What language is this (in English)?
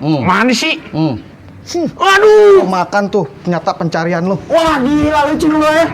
Betawi